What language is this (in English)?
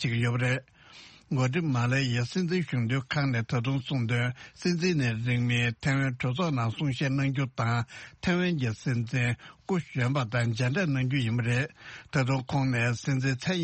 Tibetan